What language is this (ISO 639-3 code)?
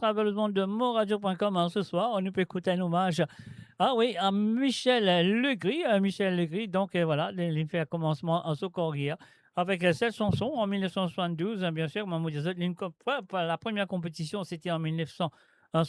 mfe